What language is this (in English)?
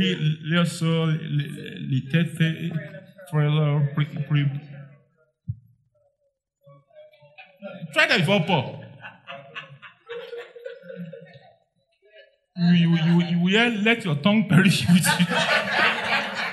English